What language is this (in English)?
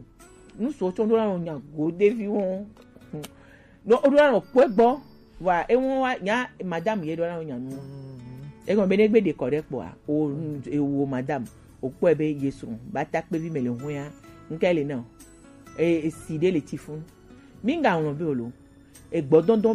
Gen